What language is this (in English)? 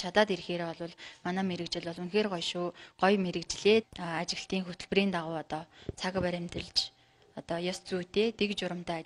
Mongolian